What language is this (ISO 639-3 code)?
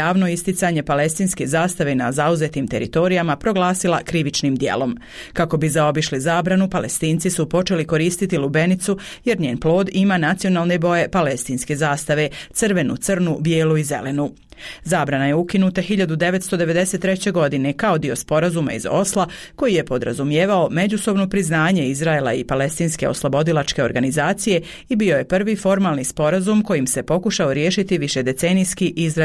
bos